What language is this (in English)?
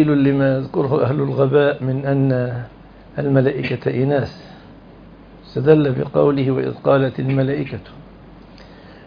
Arabic